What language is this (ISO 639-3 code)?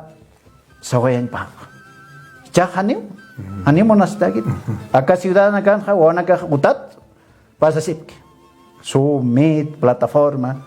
aym